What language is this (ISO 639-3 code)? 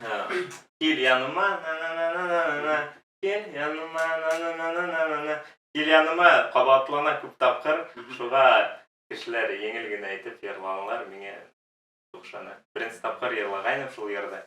bak